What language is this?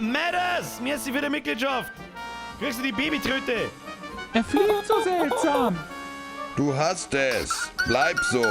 Bavarian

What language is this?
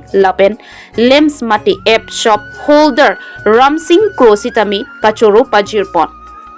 Karbi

